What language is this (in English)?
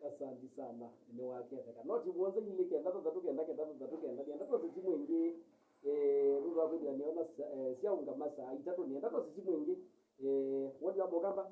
Kamba